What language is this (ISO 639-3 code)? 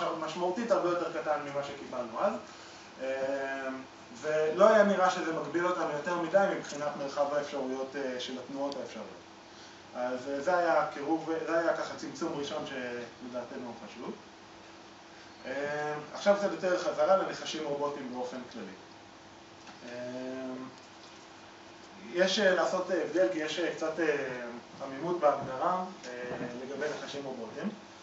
heb